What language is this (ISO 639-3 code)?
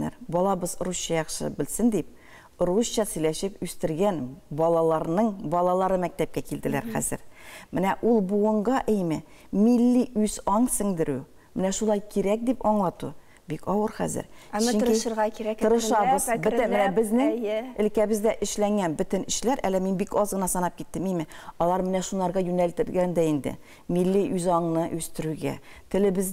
tat